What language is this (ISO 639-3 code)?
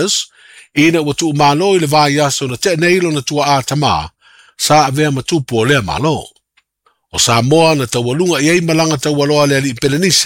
smo